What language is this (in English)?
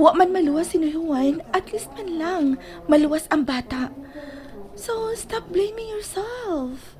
Cebuano